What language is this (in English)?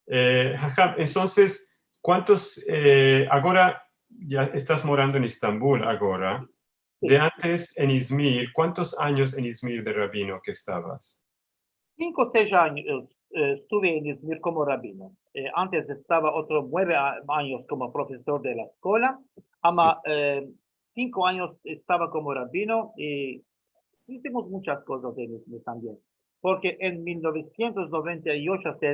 Ladino